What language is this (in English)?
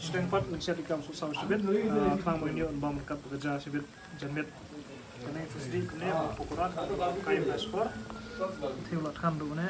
Khasi